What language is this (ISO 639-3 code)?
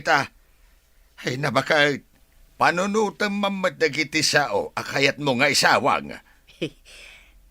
ilo